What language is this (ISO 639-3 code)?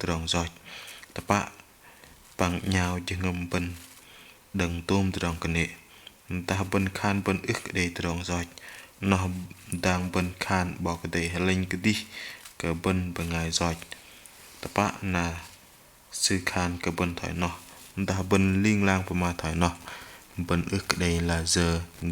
bdq